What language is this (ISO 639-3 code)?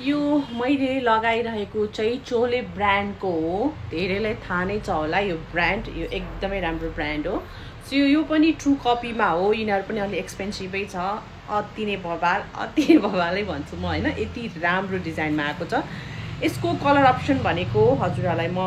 nep